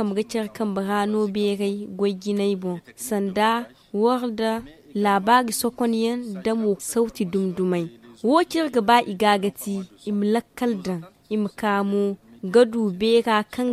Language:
Zarma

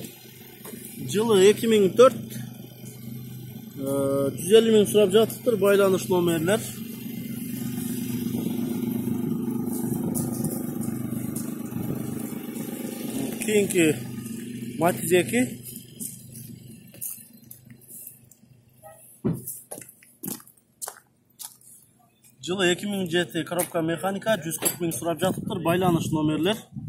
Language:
Kyrgyz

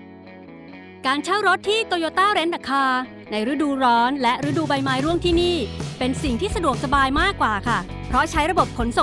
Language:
Thai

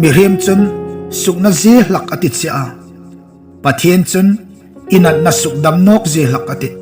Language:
Hmar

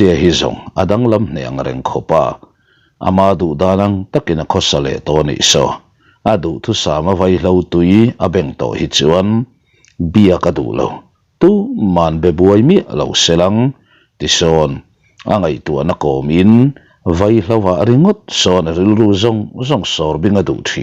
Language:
Mizo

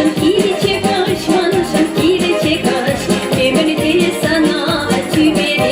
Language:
Chuvash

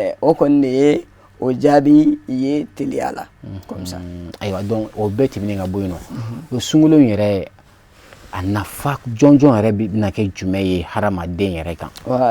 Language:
Bambara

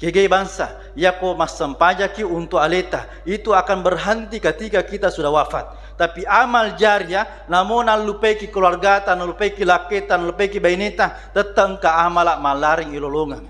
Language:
Buginese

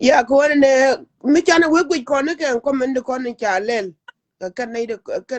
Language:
Nuer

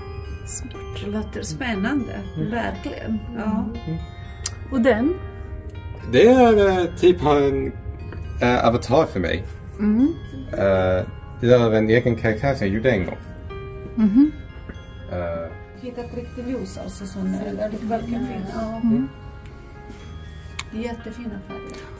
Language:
Swedish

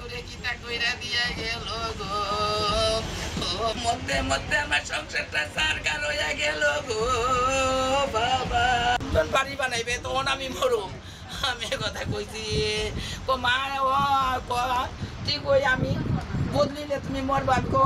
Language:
Hindi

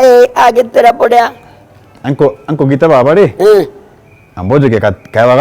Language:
Meru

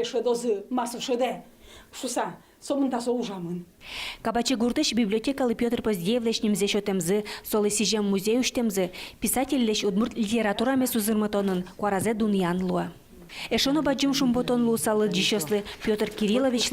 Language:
Udmurt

